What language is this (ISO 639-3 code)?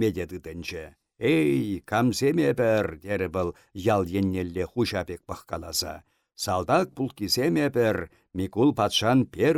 chv